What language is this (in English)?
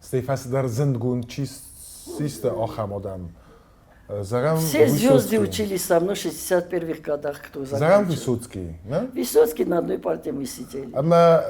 Ossetic